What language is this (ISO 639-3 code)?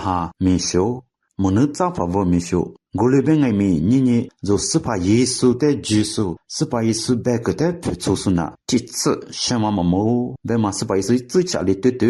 lis